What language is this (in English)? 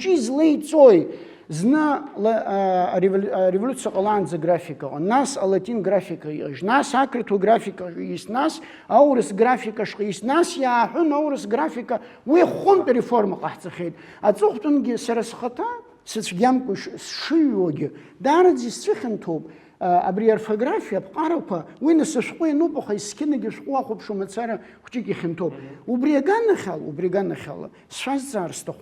Abkhazian